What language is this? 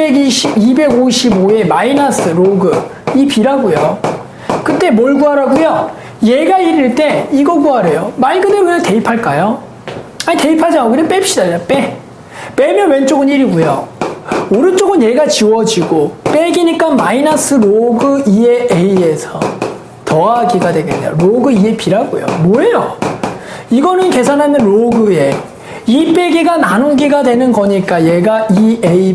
Korean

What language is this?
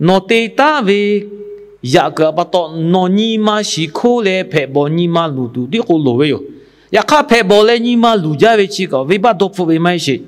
Lahu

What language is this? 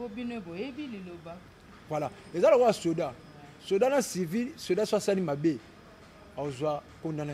Lingala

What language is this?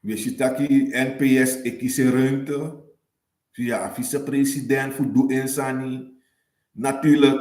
Sranan Tongo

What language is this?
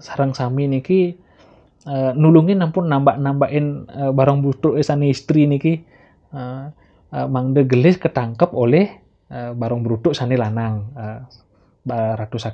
Balinese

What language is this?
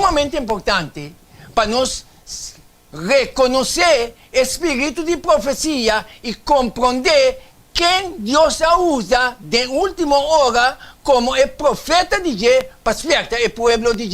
Papiamento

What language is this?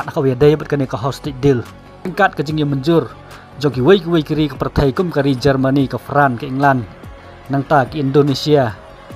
Khasi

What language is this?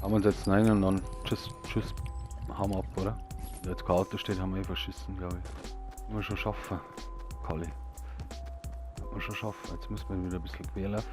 Bavarian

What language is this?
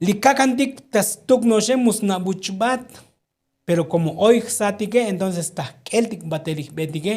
Tzotzil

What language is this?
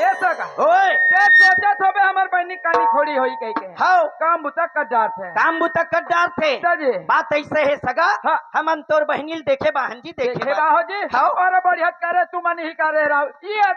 Chhattisgarhi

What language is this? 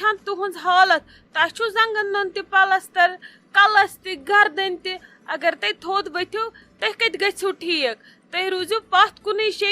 Kashmiri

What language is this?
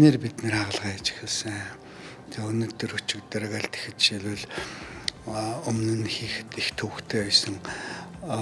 Mongolian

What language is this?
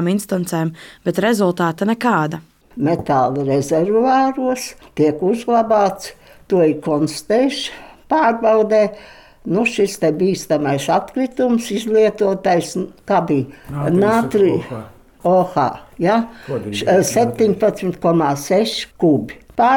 Latvian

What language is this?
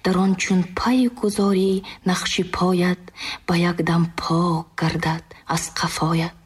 Tajik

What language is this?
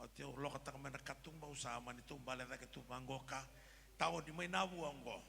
Fijian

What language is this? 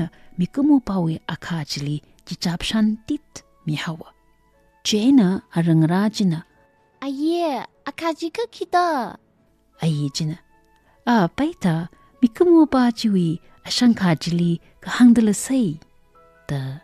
Tangkhul Naga (India)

